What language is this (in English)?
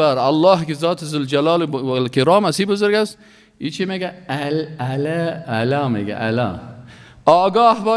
Persian